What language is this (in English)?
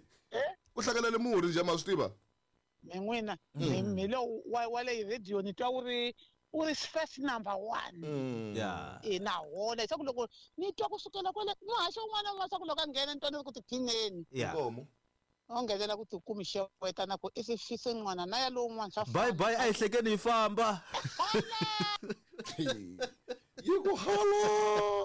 Tsonga